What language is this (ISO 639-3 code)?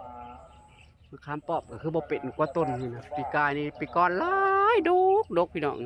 tts